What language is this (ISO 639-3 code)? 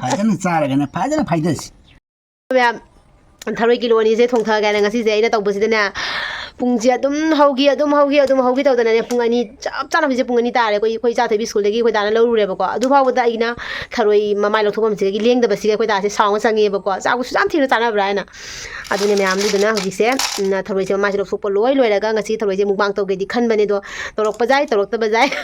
mni